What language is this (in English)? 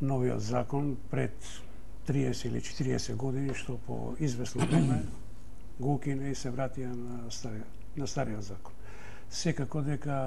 Macedonian